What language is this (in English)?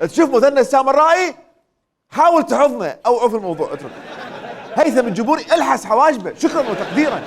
Mesopotamian Arabic